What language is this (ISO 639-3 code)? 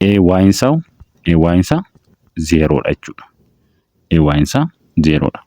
orm